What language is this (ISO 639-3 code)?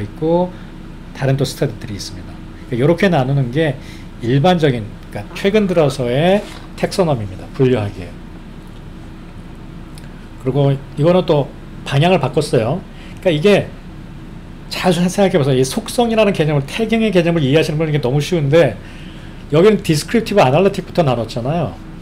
kor